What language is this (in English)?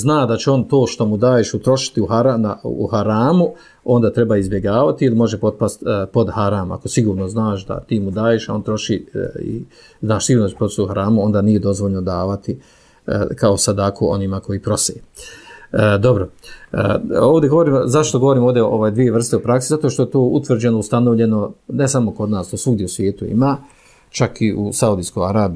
Bosnian